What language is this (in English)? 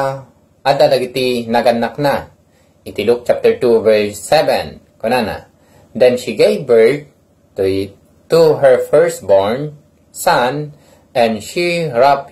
Iloko